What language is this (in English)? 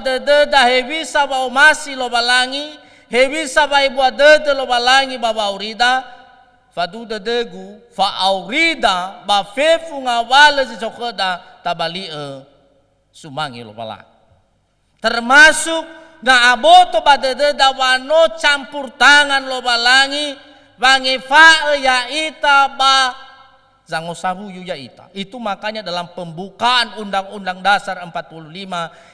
Nias